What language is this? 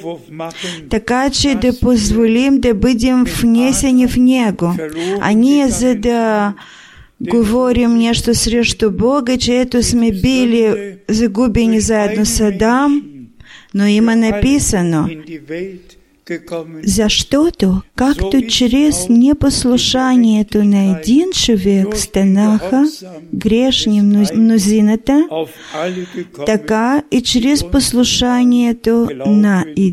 Bulgarian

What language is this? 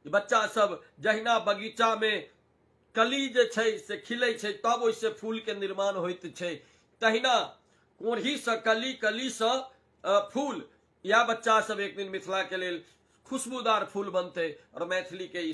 Maithili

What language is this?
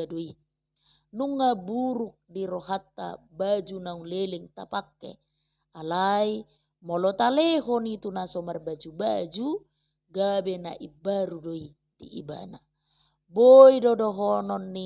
Batak Toba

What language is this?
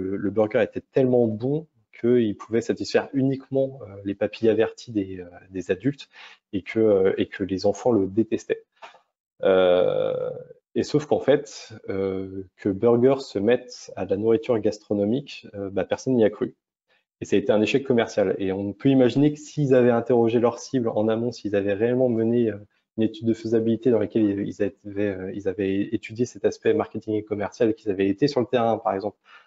French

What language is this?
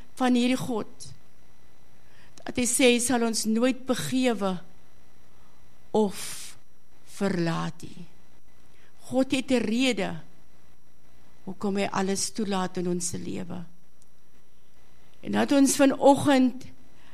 Afrikaans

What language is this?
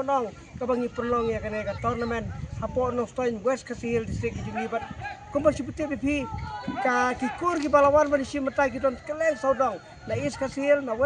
Khasi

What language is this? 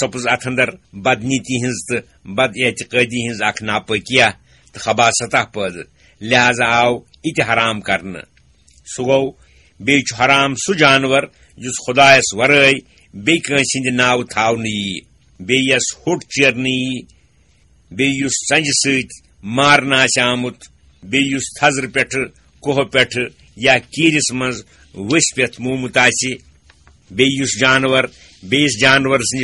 Kashmiri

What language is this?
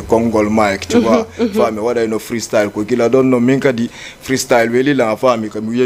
Fula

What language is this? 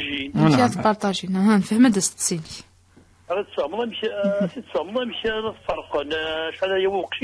Kabyle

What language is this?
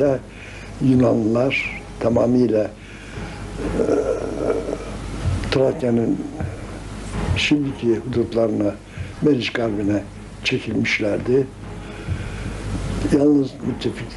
Turkish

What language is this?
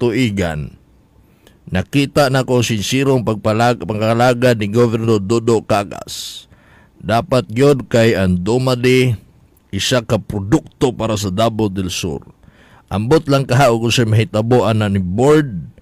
Cebuano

